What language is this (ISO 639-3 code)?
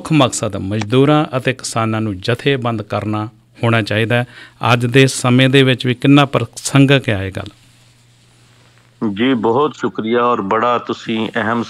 pan